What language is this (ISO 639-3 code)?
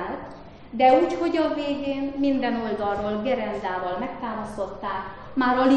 hun